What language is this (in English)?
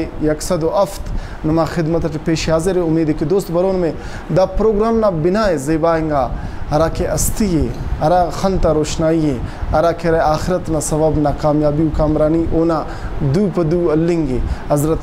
Brahui